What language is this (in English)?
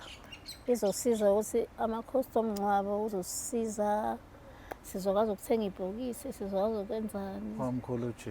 Zulu